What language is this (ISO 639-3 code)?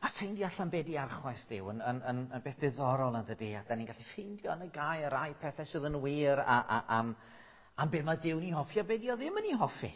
cym